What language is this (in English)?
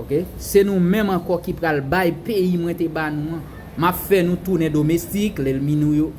Haitian Creole